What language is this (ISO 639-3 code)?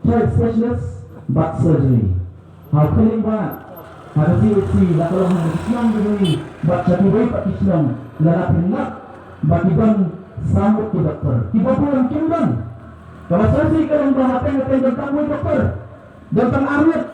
kha